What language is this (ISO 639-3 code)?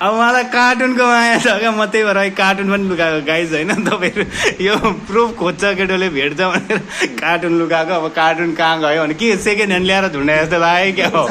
nep